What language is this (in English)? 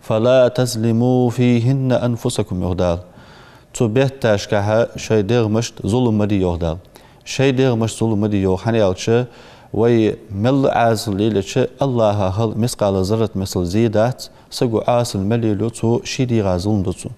Ingush